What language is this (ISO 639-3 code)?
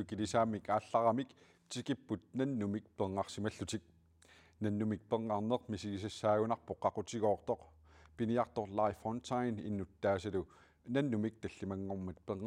kal